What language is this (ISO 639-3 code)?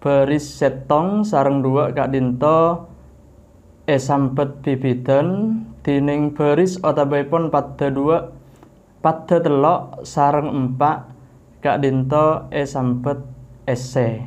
mad